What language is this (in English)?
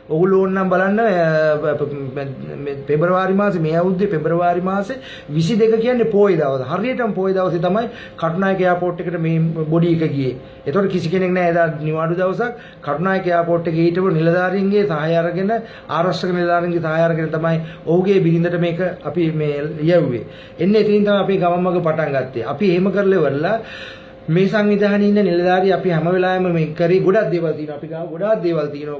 Sinhala